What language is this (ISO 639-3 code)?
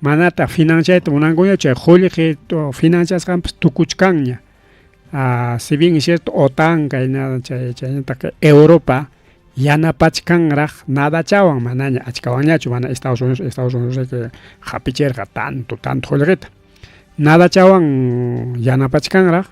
quy